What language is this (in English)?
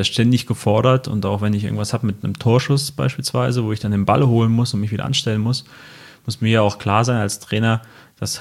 German